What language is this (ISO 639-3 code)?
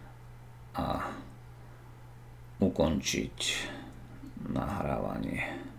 slk